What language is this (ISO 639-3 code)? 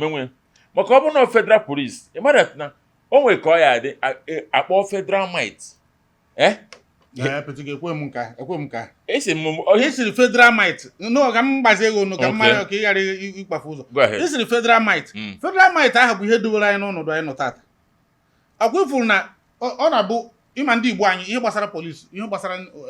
ibo